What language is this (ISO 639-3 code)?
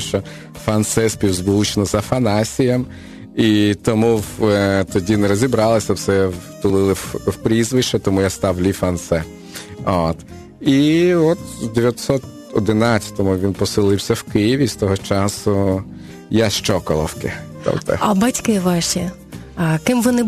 ukr